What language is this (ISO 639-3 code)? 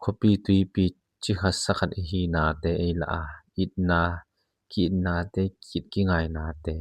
ctd